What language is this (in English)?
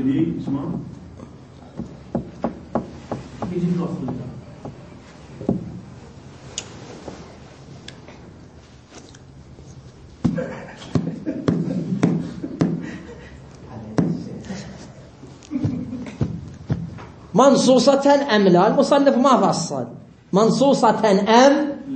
Arabic